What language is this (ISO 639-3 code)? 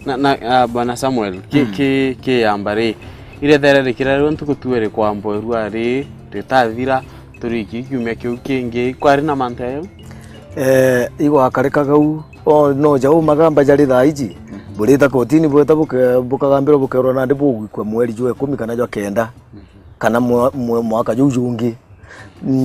mer